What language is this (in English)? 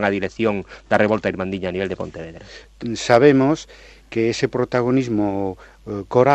Galician